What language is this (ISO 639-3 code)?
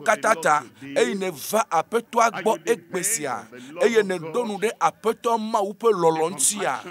ewe